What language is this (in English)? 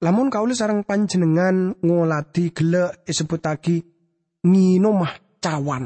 Madurese